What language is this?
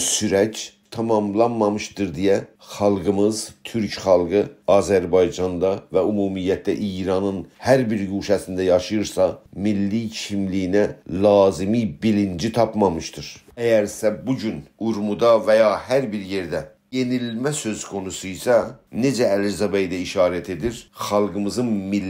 South Azerbaijani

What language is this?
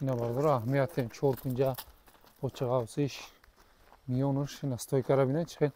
Tajik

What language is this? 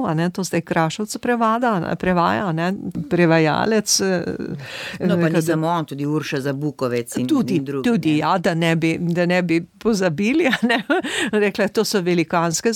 Slovenian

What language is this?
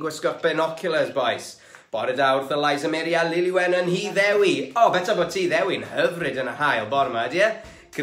Welsh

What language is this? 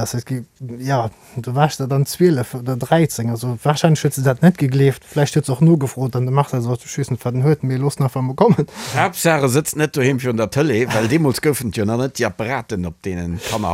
Luxembourgish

